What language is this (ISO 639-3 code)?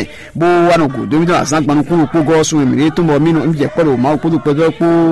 fon